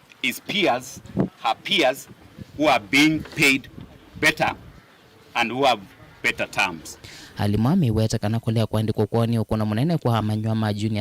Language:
Kamba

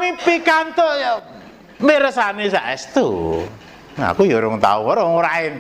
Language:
Javanese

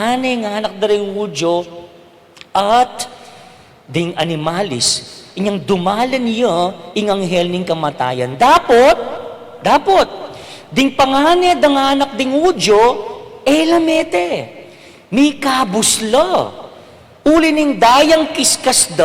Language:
Pampanga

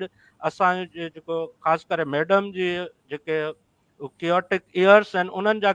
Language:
Sindhi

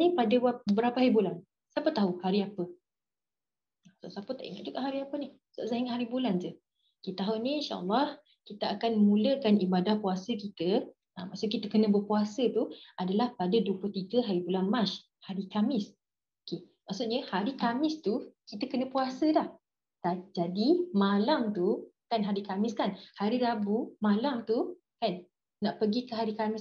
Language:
Malay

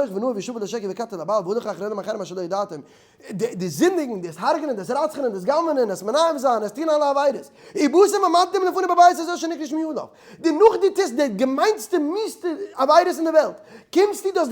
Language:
Yiddish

